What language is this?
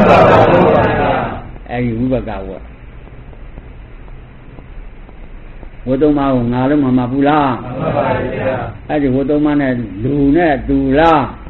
Burmese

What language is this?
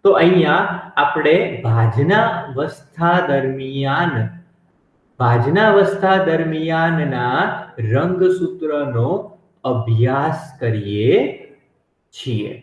Gujarati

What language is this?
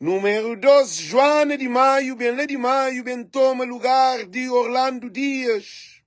Kabuverdianu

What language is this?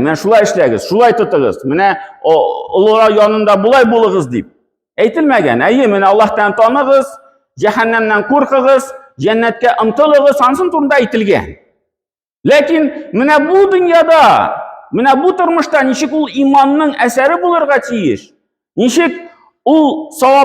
Tatar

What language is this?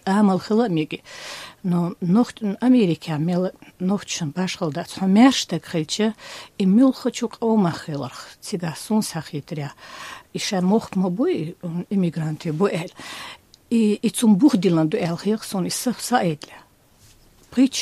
Chechen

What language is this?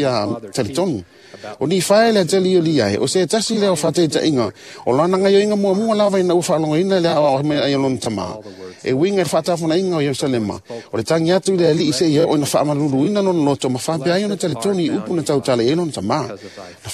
Samoan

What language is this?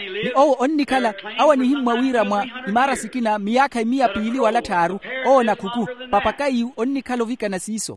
Makhuwa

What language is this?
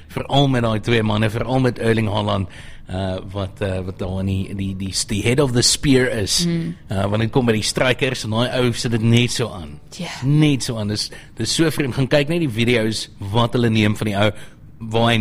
Afrikaans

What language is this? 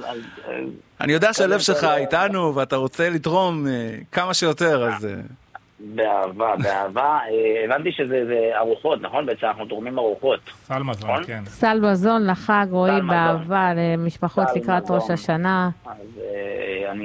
Hebrew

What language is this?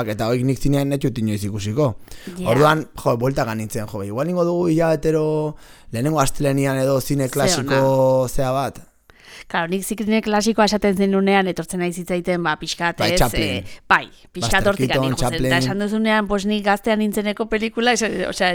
Basque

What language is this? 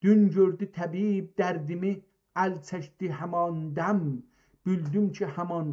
South Azerbaijani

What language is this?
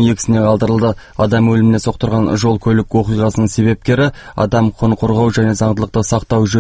Kazakh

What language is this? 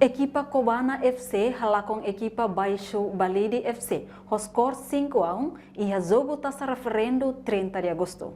Tetum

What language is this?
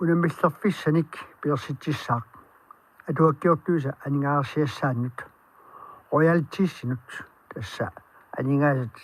Kalaallisut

